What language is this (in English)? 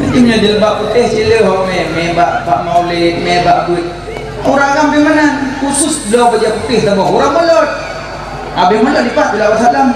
Achinese